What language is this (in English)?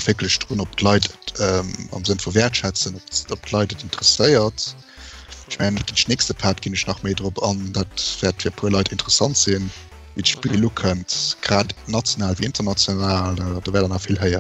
Luxembourgish